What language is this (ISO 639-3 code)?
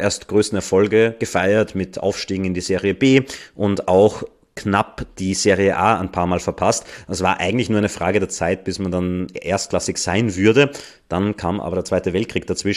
deu